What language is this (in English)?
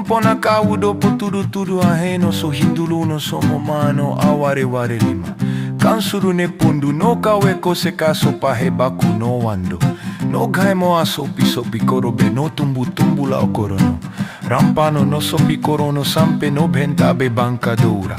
Muna